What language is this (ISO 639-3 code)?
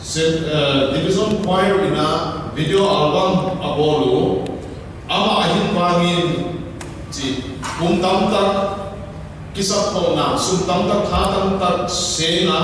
pck